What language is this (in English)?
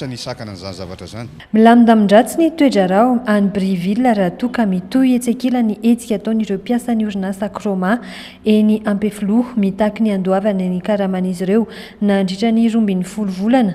Malagasy